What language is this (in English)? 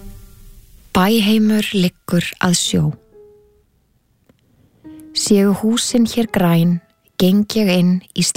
Icelandic